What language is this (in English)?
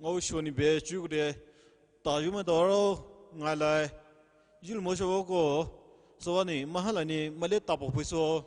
Poumei Naga